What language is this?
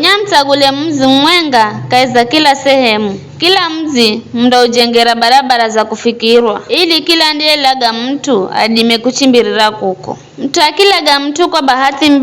Giryama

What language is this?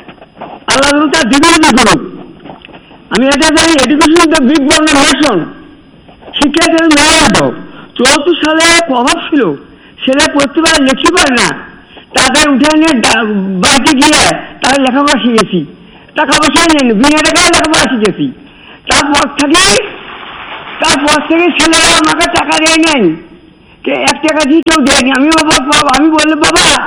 Bangla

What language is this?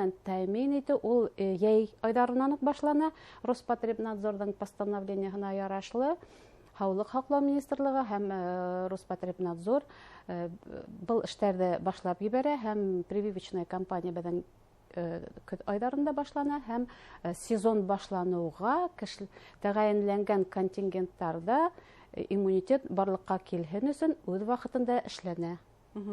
Bashkir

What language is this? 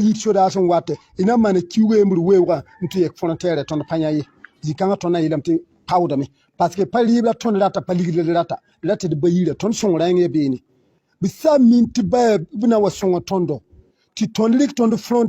Mossi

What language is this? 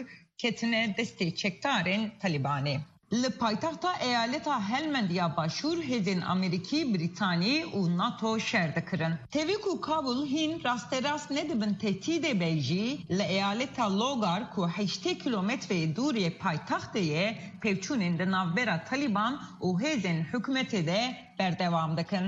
Kurdish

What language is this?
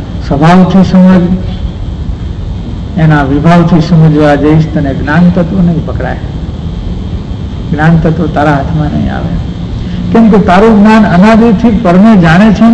Gujarati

